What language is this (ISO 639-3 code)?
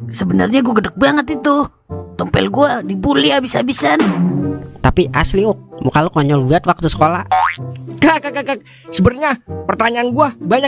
bew